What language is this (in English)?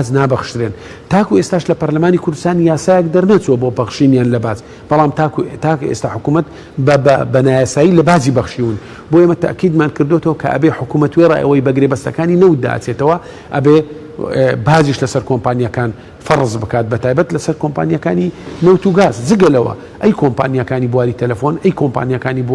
Central Kurdish